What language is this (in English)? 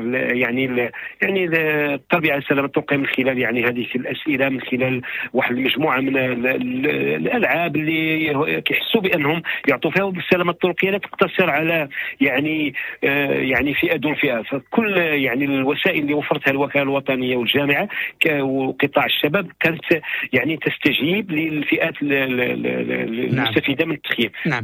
Moroccan Arabic